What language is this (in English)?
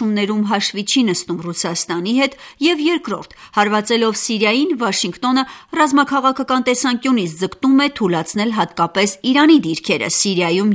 Armenian